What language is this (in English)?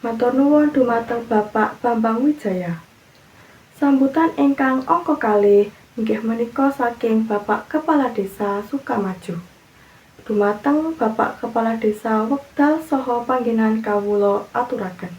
Javanese